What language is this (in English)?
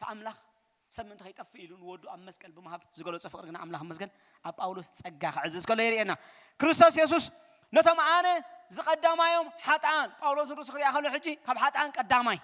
Tigrinya